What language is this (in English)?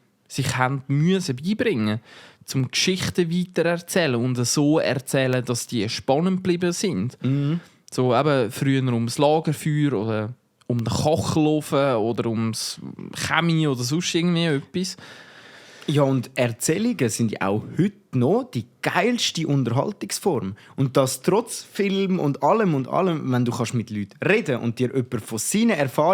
Swiss German